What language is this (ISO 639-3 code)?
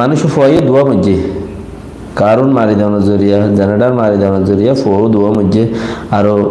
rhg